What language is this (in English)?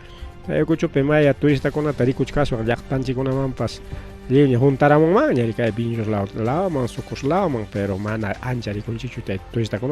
Ayacucho Quechua